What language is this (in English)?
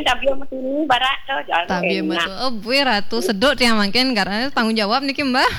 Balinese